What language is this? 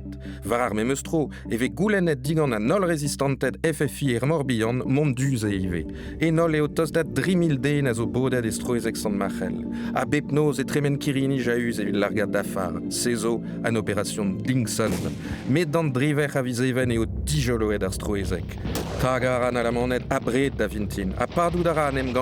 Breton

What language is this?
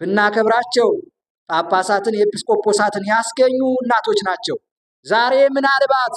Amharic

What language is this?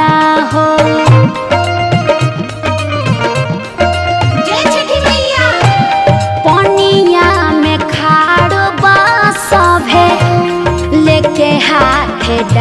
Bhojpuri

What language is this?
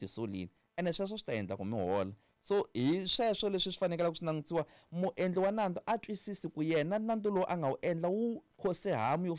Tsonga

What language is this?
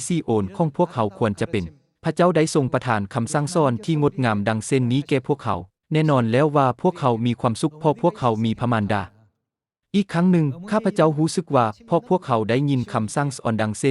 Lao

